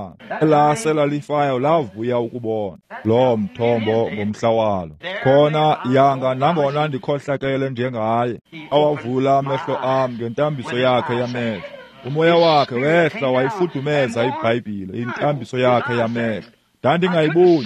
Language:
Xhosa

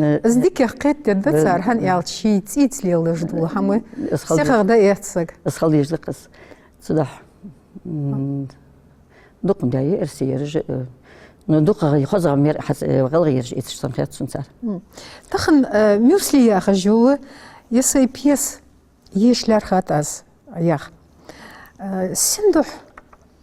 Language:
Ingush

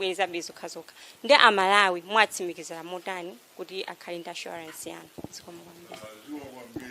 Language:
Nyanja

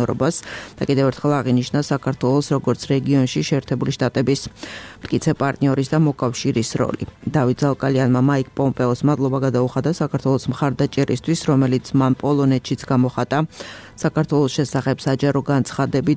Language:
Georgian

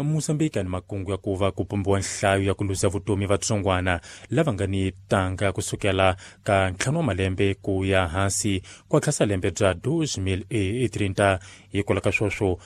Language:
Tsonga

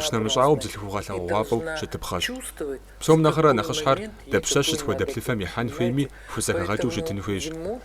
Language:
Kabardian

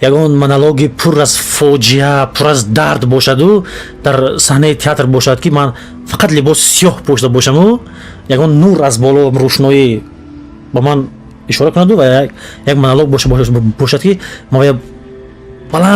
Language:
Tajik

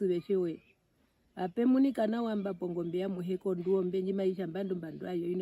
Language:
Herero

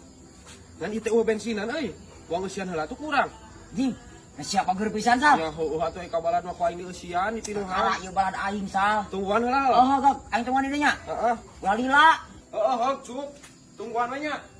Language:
Sundanese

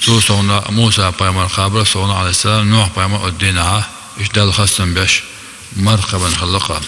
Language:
Chechen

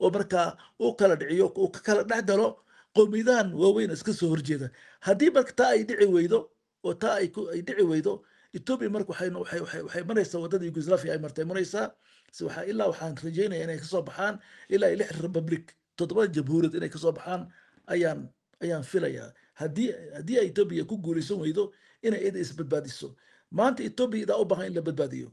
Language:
Somali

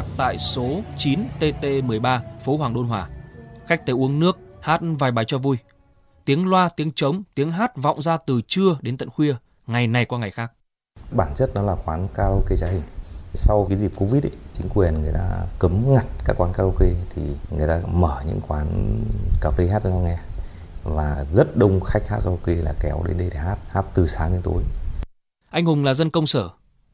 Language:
Vietnamese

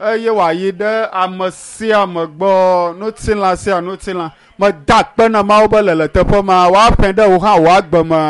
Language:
Ewe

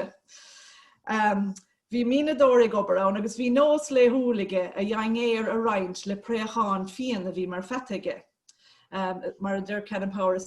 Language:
Irish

